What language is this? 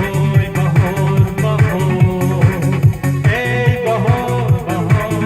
Tajik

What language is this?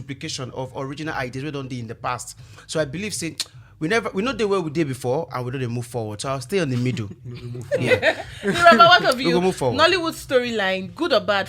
Nigerian Pidgin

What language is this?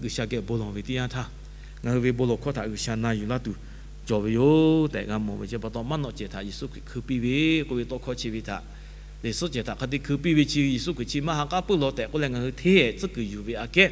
Lahu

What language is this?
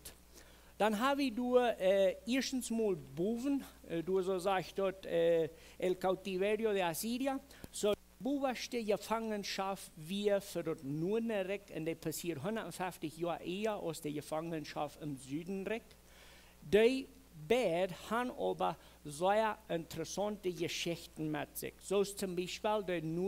Plautdietsch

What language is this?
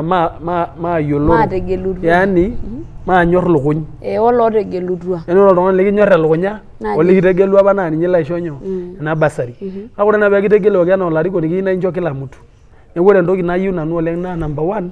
Masai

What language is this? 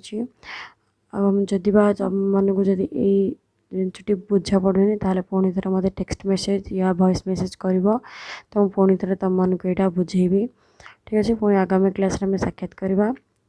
Odia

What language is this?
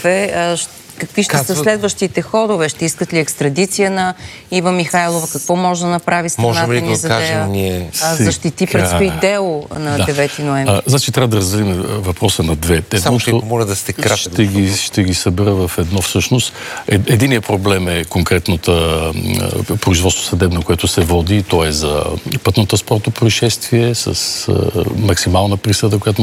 Bulgarian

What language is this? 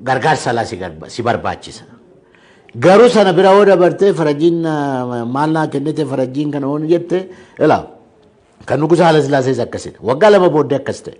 Oromo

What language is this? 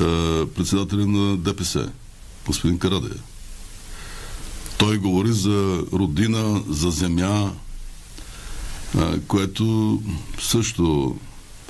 Bulgarian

